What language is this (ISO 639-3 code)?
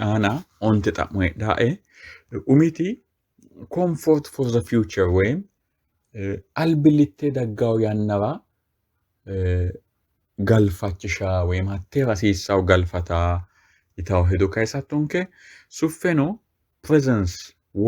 sid